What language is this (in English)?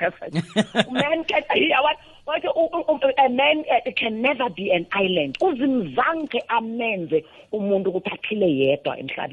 South Ndebele